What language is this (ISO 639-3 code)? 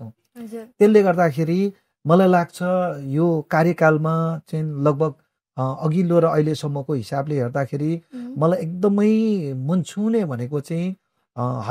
nep